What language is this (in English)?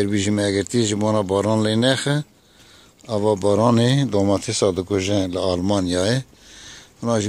Kurdish